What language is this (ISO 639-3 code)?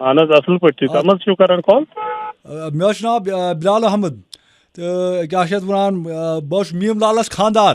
kas